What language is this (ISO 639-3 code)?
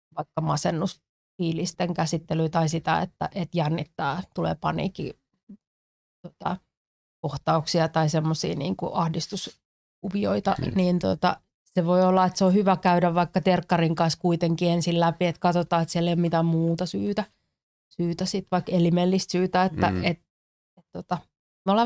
fin